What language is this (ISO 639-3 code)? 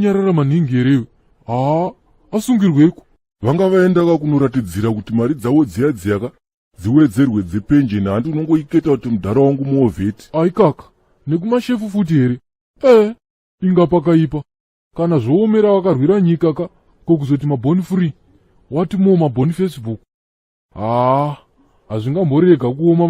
sna